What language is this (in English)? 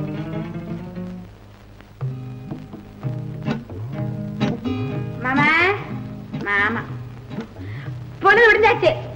Tamil